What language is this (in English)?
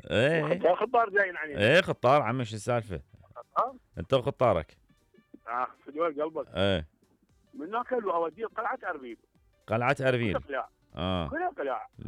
Mesopotamian Arabic